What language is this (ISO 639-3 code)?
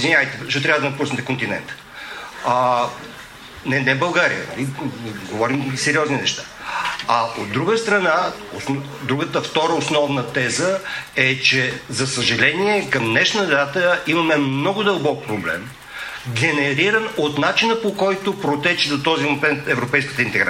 bul